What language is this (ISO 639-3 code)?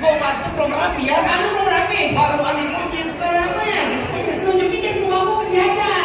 bew